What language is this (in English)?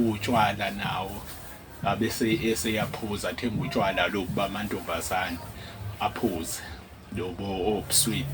Zulu